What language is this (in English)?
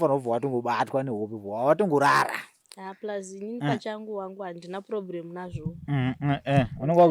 Shona